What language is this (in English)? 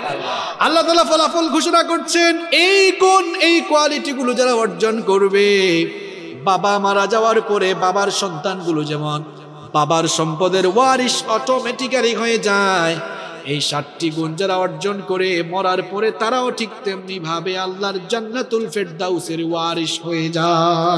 Bangla